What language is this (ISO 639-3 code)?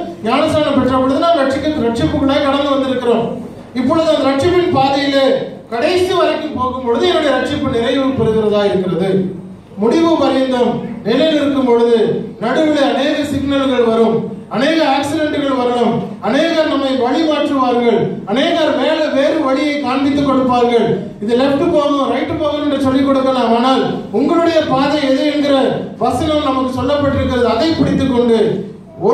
tam